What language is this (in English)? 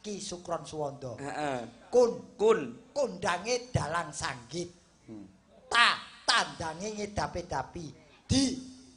Javanese